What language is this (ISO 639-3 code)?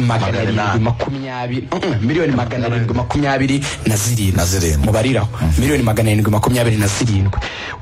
kin